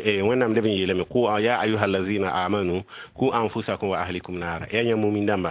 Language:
Mossi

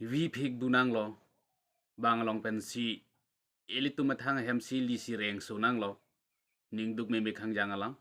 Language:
Karbi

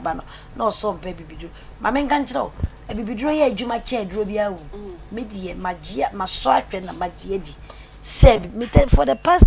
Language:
Akan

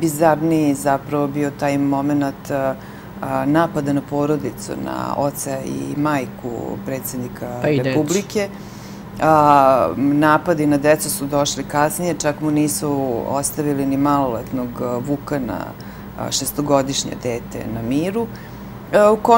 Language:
Serbian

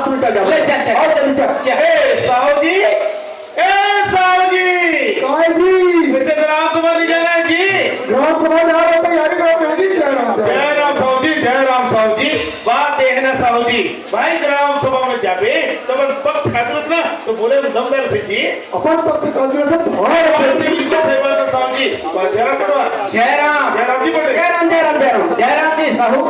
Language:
Chhattisgarhi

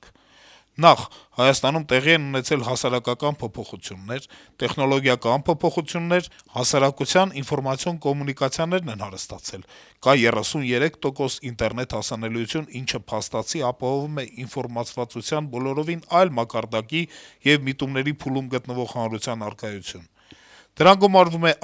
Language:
Armenian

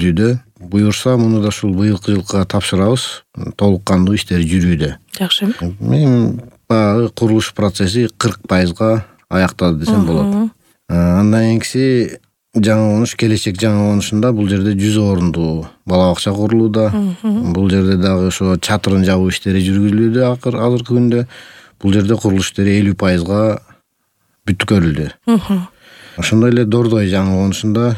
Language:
Kyrgyz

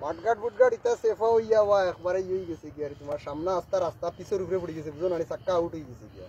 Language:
Sylheti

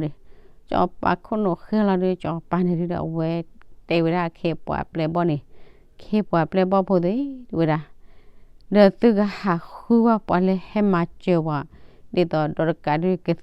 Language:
S'gaw Karen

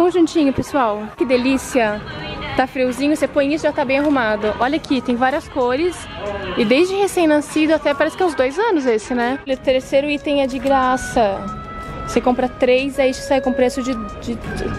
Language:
Portuguese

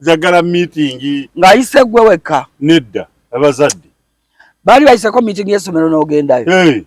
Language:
Ganda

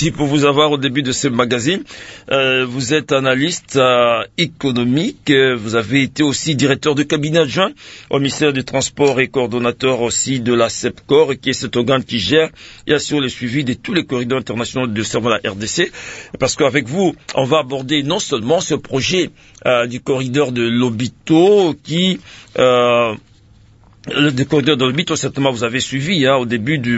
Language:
French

